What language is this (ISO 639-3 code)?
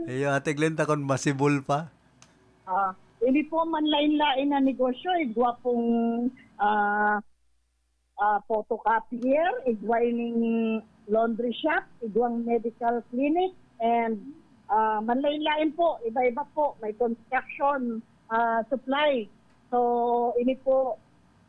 bik